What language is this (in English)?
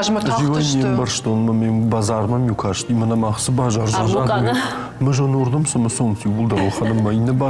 Ossetic